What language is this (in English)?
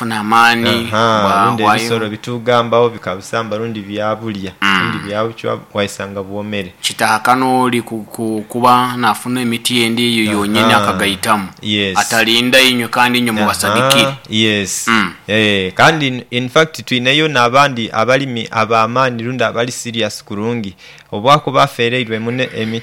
Nyoro